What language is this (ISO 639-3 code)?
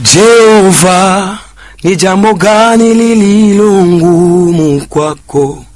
swa